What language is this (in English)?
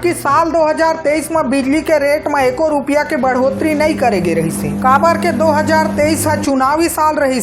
Chhattisgarhi